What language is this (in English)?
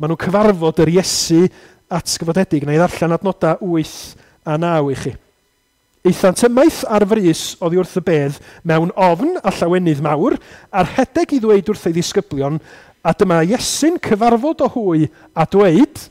Welsh